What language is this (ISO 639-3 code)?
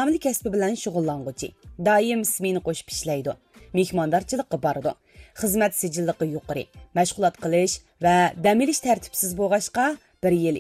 uig